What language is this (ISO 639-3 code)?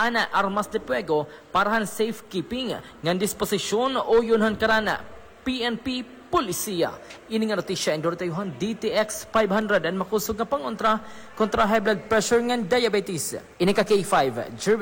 war